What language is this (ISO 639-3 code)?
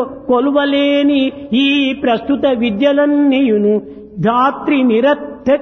tel